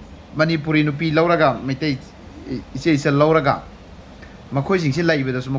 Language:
Manipuri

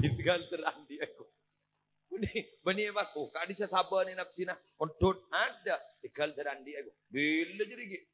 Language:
Madurese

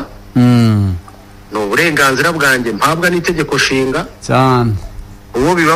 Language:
Kinyarwanda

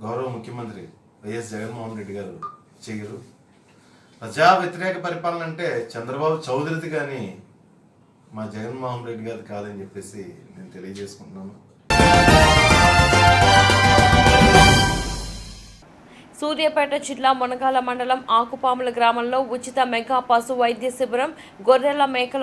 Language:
Telugu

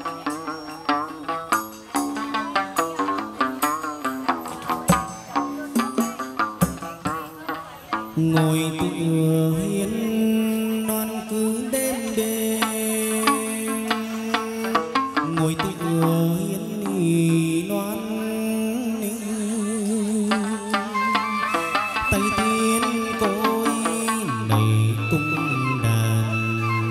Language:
Vietnamese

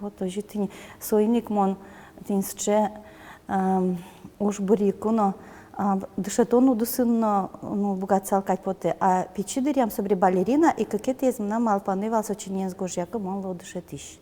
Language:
Udmurt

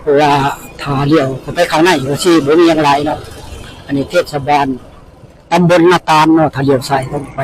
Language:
Northeastern Thai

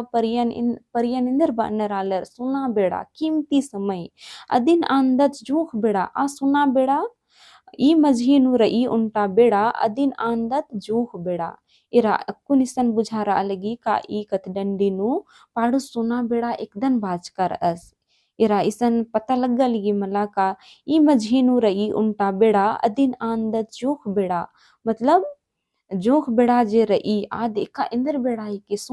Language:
Kurukh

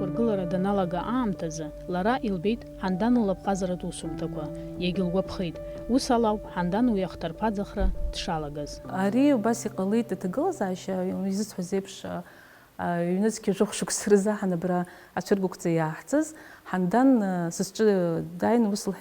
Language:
Abkhazian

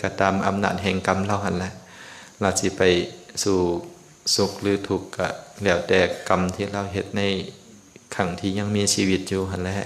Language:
Lao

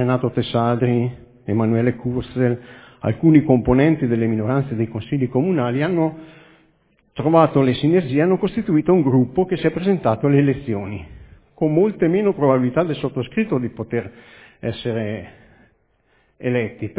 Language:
Italian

